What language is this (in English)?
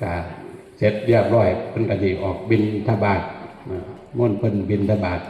Northeastern Thai